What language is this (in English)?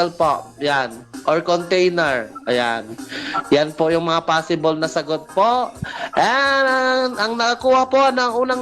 Iloko